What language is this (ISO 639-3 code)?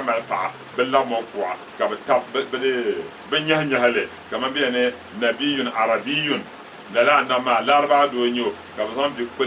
dag